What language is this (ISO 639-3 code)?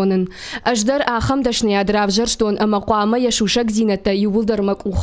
oss